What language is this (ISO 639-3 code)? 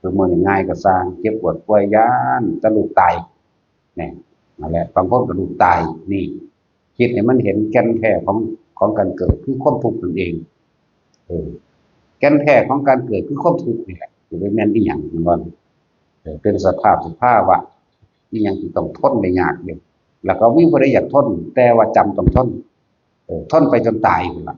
tts